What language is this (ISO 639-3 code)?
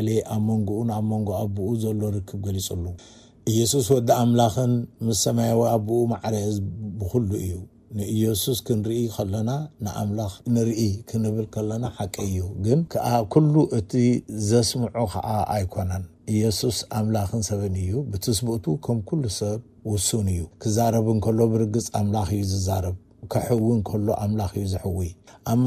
tir